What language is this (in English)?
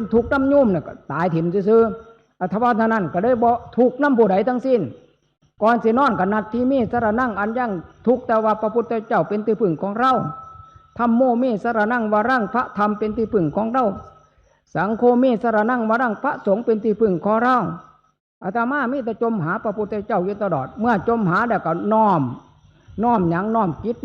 Northeastern Thai